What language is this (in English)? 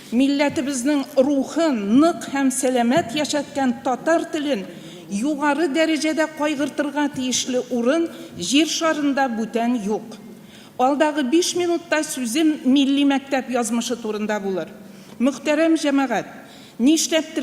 Tatar